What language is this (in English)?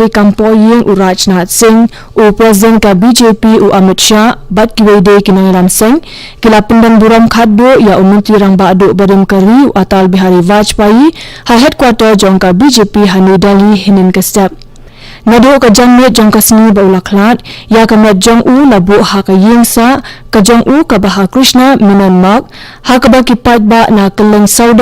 Khasi